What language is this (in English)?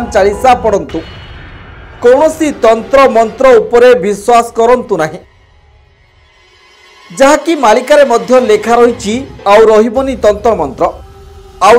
Odia